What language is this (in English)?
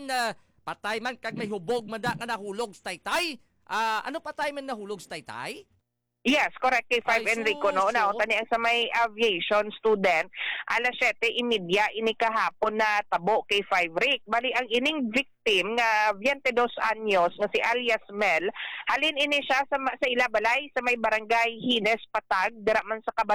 Hiligaynon